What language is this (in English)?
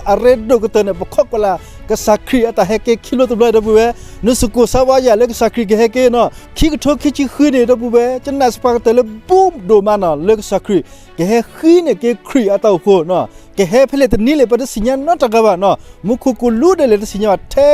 S'gaw Karen